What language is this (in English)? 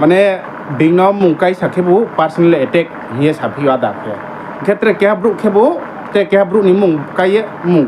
Riang (India)